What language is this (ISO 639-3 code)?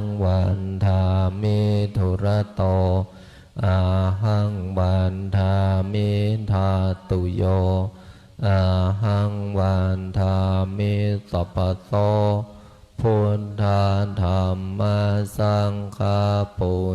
pli